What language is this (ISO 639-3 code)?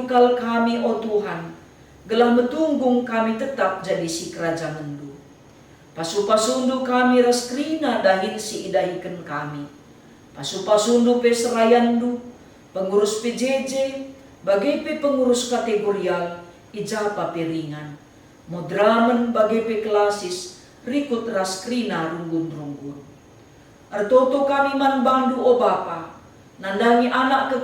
btx